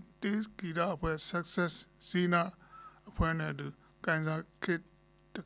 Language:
Burmese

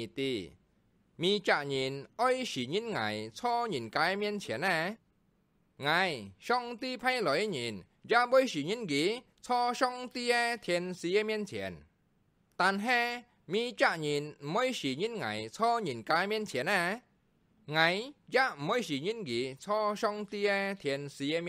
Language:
Hakka Chinese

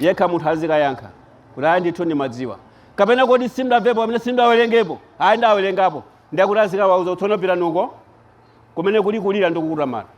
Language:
Nyanja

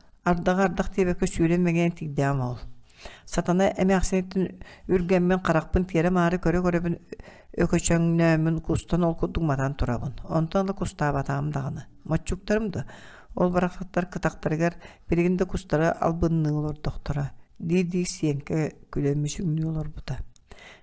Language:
Yakut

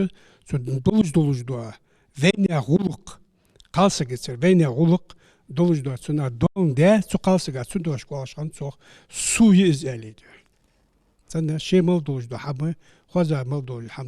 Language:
Ingush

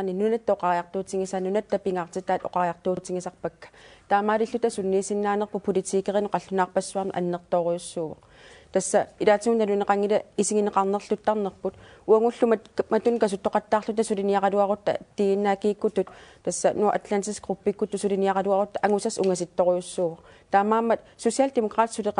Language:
Kalaallisut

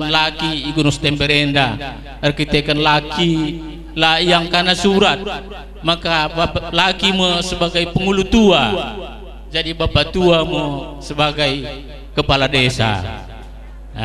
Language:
Batak Karo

